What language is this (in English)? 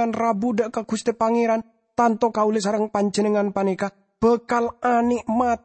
Madurese